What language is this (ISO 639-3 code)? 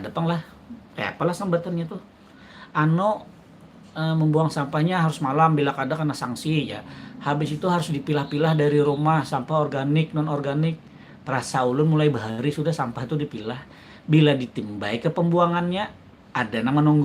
bjn